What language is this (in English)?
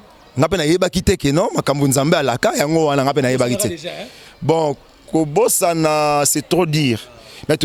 Lingala